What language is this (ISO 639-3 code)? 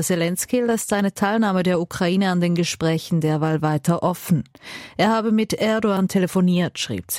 deu